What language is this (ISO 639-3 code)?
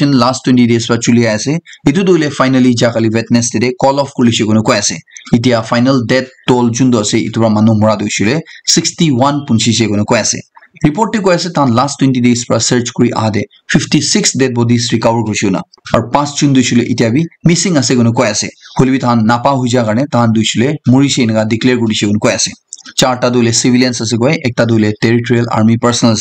nag